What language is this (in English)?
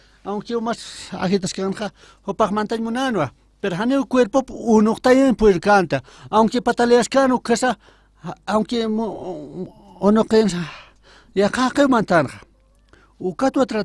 Aymara